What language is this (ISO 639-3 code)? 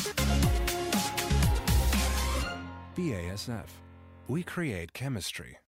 swe